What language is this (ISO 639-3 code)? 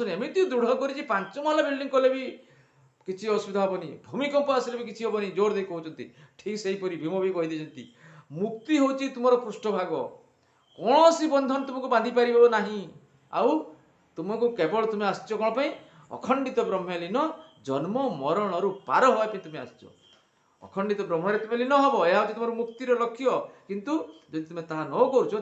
ori